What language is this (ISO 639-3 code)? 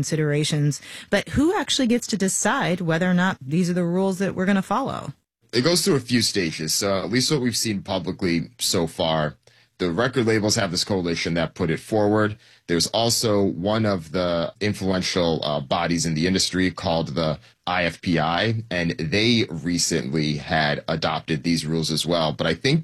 eng